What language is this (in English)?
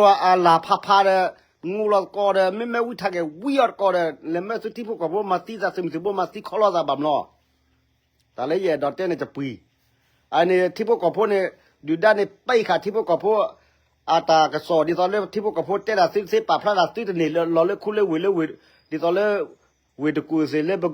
S'gaw Karen